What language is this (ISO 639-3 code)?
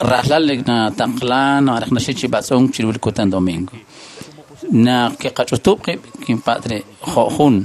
kek